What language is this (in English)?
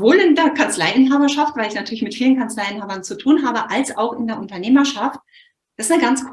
German